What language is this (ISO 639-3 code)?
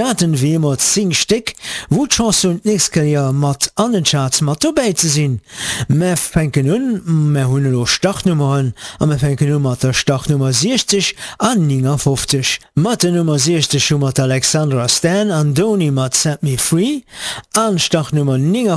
ltz